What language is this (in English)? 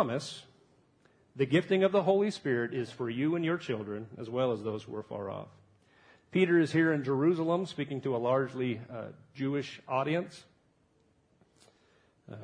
English